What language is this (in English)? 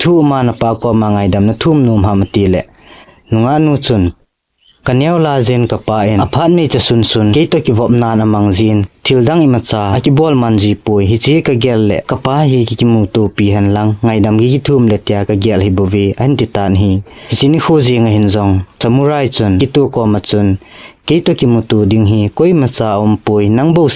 Thado Chin